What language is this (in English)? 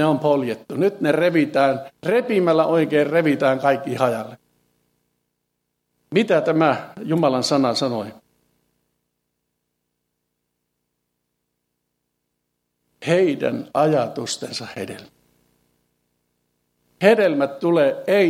Finnish